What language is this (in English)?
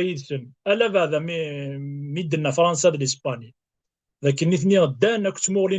Kabyle